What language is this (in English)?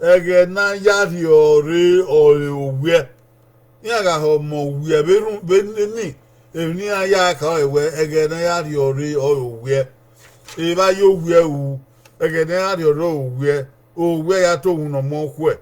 Bini